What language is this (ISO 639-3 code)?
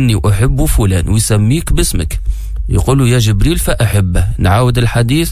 aeb